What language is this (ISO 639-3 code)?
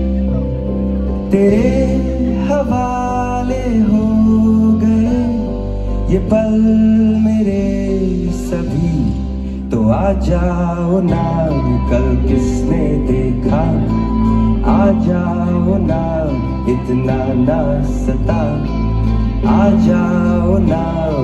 hin